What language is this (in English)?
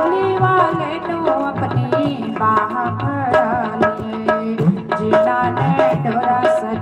Dogri